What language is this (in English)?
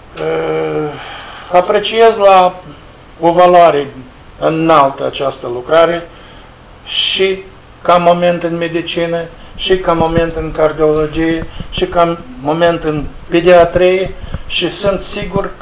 Romanian